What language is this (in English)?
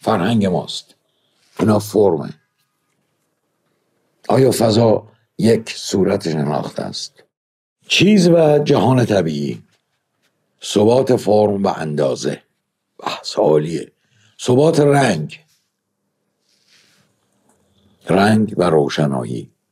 Persian